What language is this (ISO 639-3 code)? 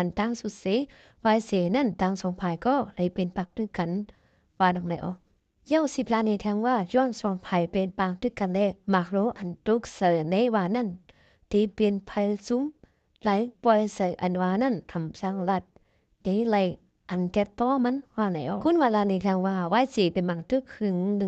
shn